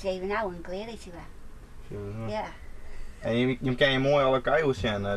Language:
Western Frisian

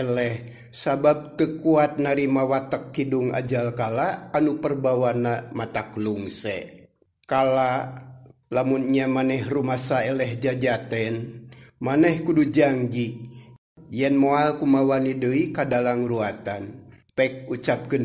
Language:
Sundanese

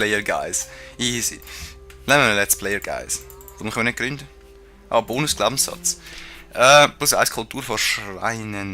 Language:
Swiss German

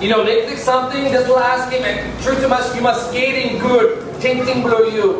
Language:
Tok Pisin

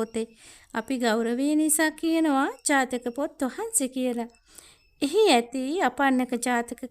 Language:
Sinhala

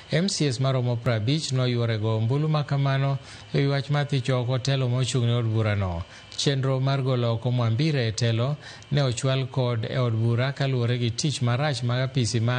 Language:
Luo (Kenya and Tanzania)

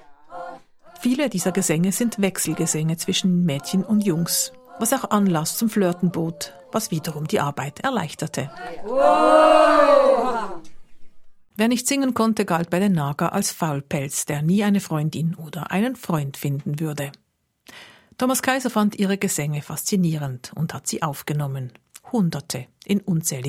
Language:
German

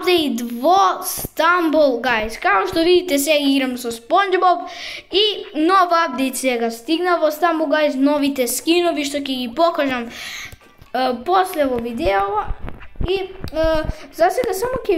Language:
Macedonian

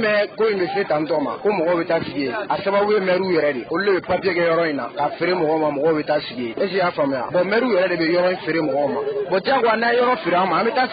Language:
Bambara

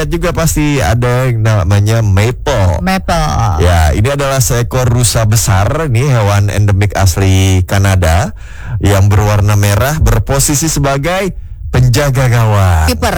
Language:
Indonesian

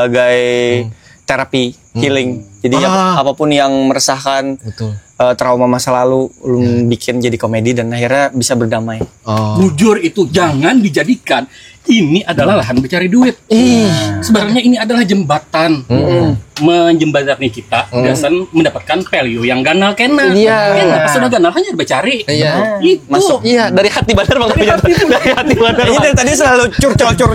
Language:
Banjar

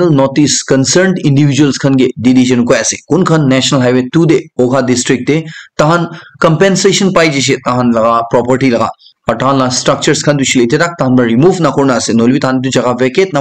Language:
Naga Pidgin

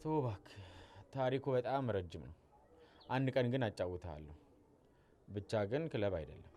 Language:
Amharic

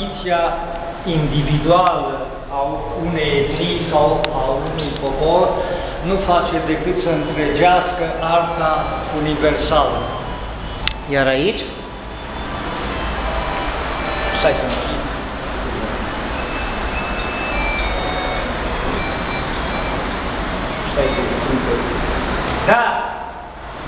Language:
Romanian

